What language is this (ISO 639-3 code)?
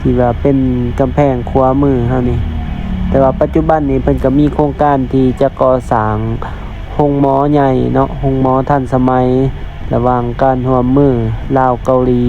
lao